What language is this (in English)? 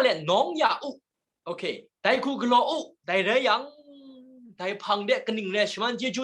Kachin